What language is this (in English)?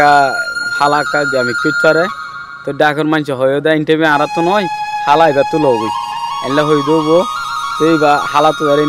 Rohingya